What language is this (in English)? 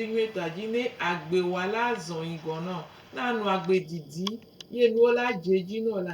Gen